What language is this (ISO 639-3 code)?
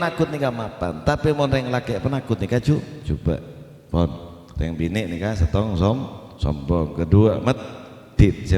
mad